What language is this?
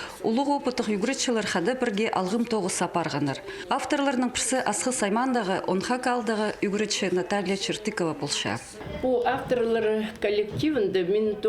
Khakas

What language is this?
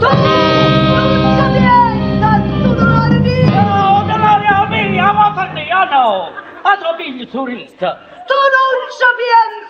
Neapolitan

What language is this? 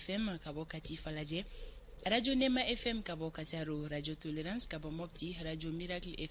Bambara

